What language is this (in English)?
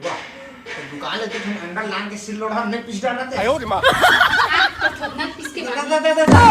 Chhattisgarhi